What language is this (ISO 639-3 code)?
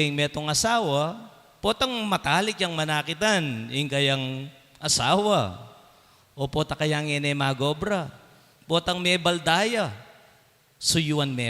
pam